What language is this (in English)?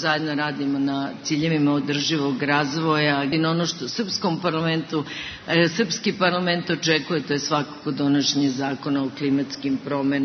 Serbian